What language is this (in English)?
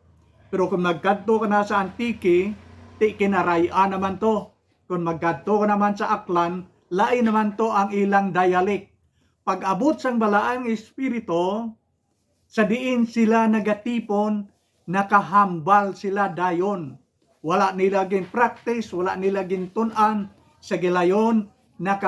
Hiligaynon